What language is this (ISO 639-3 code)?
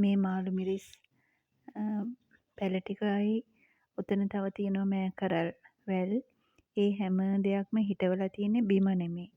sin